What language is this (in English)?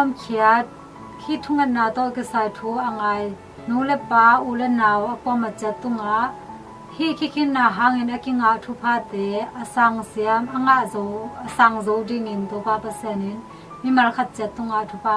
Tedim Chin